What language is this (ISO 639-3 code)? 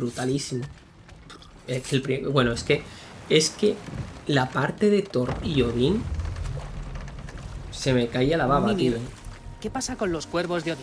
spa